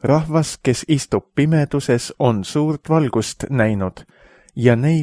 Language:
Estonian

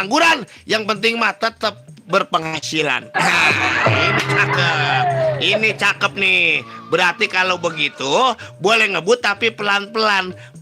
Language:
Betawi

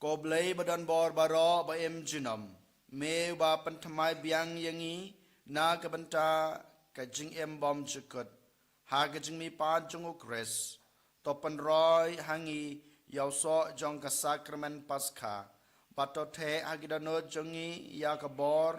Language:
Khasi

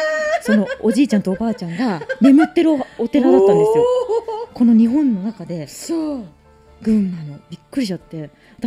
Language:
Japanese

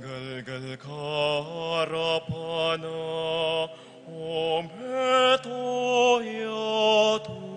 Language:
Pampanga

